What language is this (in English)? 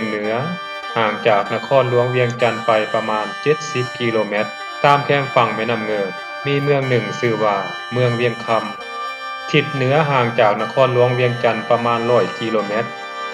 Lao